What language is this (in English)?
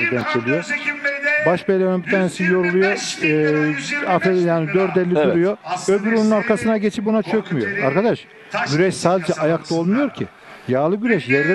Turkish